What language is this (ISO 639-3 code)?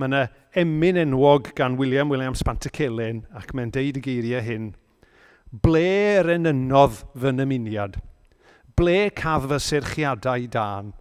cym